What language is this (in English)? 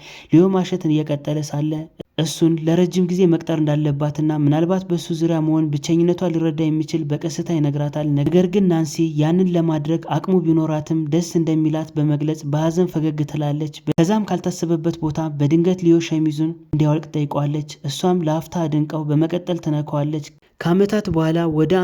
Amharic